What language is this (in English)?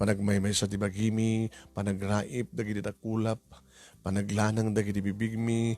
Iloko